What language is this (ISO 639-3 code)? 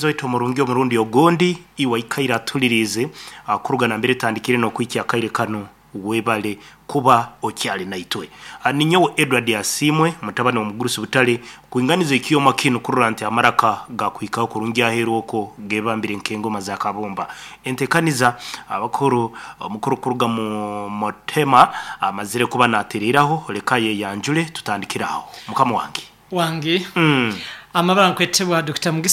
nyo